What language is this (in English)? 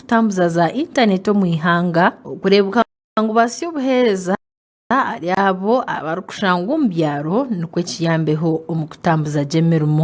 Nyankole